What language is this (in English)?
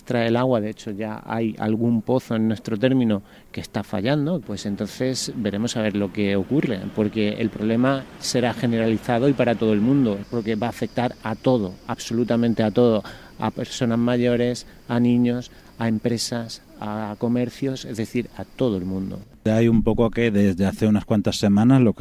Spanish